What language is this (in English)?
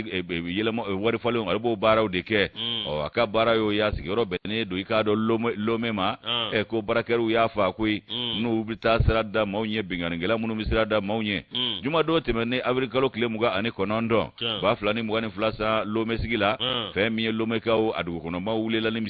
Bambara